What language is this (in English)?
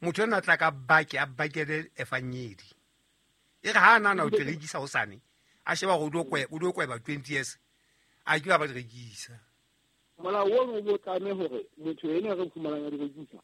Southern Sotho